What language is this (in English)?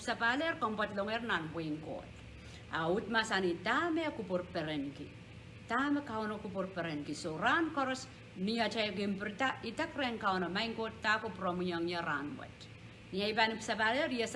Pohnpeian